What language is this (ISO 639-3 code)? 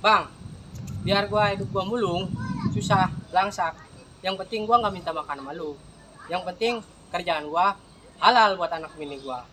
bew